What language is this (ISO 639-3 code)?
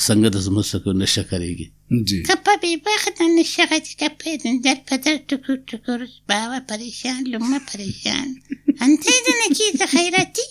brh